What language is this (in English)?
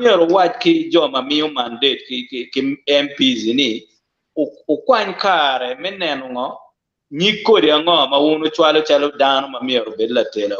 Acoli